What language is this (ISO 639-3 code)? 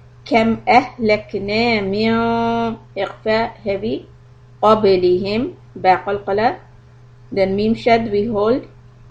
urd